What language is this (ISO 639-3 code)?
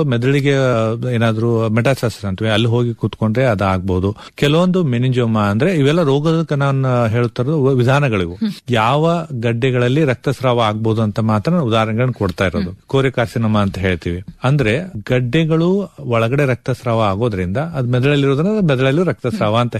kan